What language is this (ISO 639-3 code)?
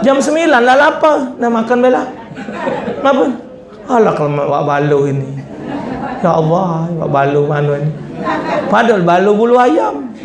mui